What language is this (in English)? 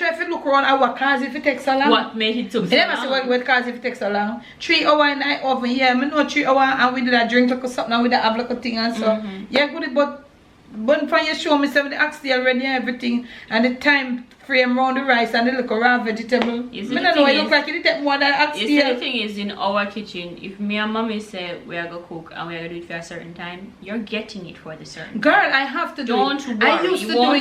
Jamaican Creole English